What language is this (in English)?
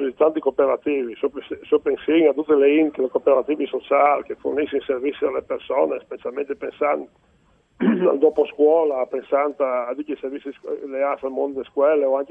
Friulian